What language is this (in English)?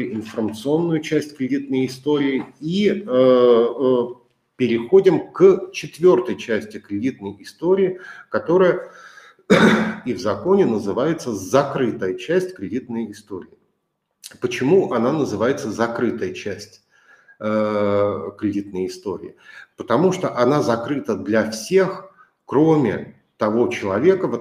Russian